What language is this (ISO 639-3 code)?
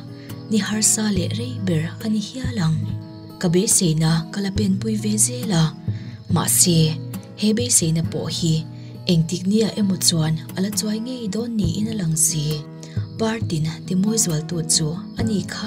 lus